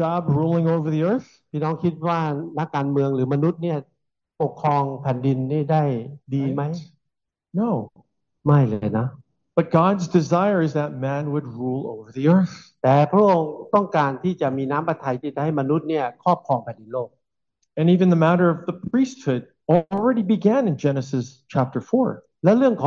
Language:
Thai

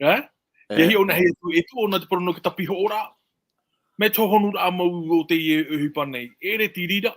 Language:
Tahitian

